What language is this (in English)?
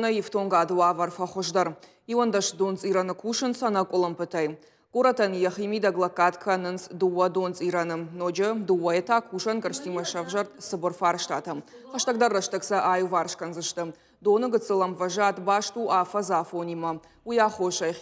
Ossetic